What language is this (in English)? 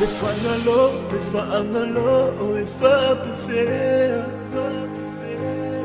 Samoan